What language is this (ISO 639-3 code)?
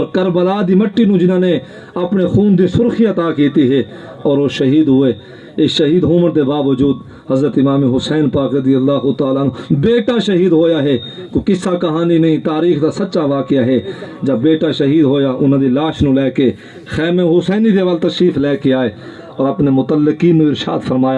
skr